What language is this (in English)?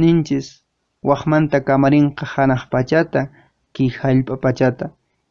Quechua